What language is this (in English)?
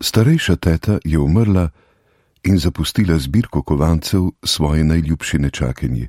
Slovenian